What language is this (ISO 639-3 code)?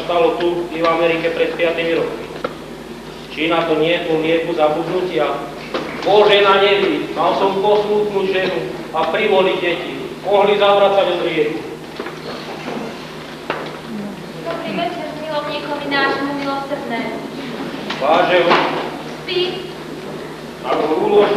slk